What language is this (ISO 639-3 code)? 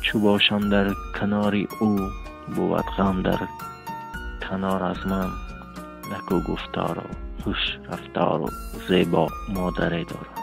tgk